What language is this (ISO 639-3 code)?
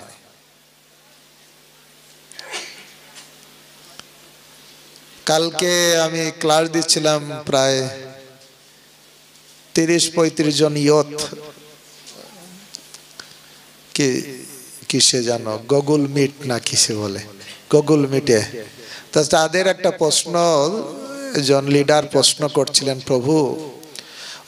ben